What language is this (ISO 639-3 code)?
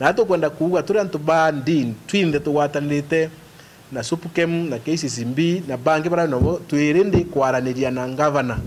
mer